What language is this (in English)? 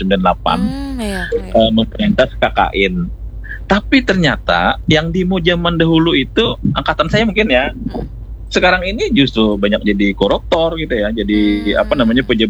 Indonesian